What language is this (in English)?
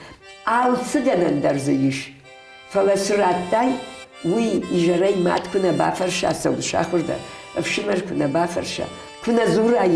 Ossetic